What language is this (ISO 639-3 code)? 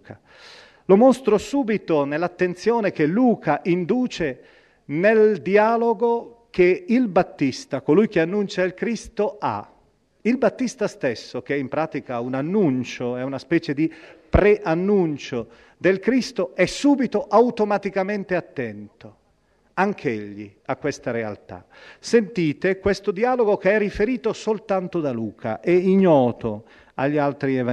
ita